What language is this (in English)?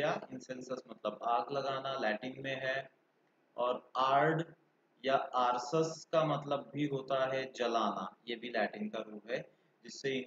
Hindi